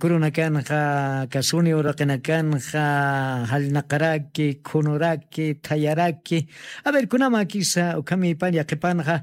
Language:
Aymara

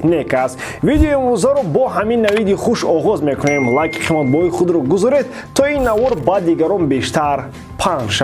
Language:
Tajik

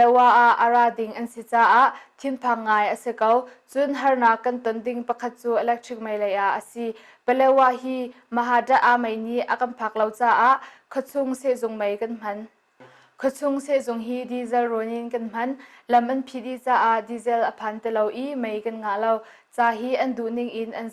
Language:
Hakha Chin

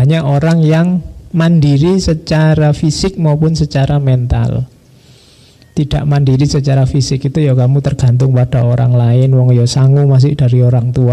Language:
Indonesian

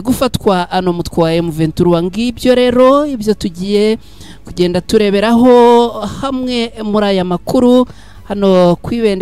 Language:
Kinyarwanda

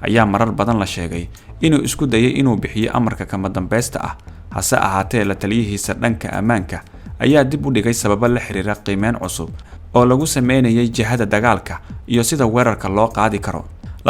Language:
Somali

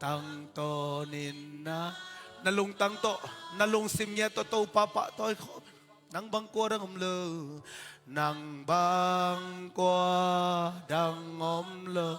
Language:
Tedim Chin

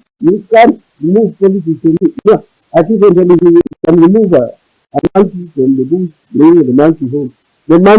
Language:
Gusii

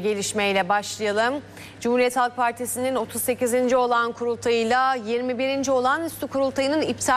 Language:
Turkish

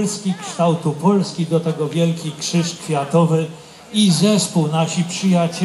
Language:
Polish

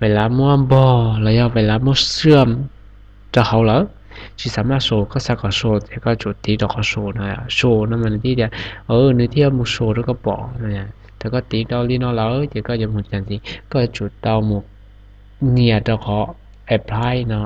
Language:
Hmong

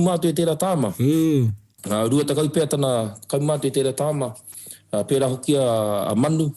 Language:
Māori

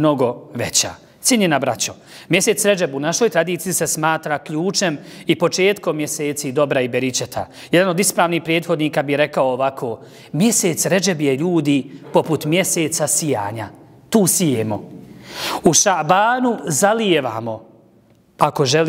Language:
Bosnian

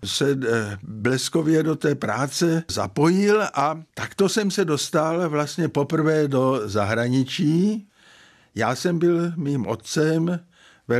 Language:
Czech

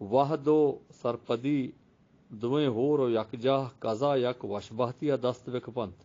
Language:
Eastern Balochi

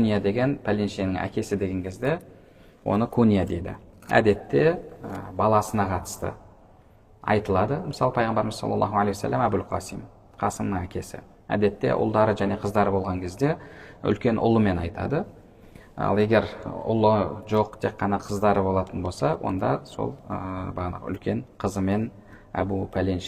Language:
Kazakh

